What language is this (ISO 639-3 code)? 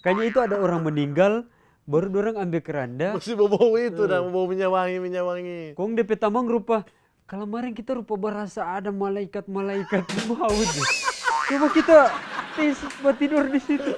xmm